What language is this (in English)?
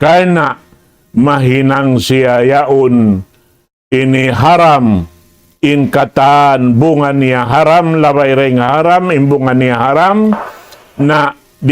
Tausug